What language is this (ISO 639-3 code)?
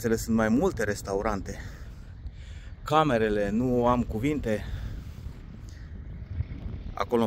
ron